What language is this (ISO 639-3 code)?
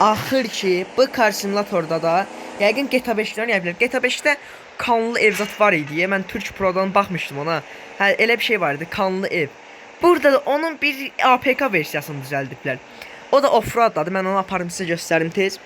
aze